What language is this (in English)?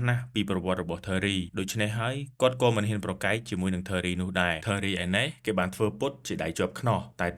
Khmer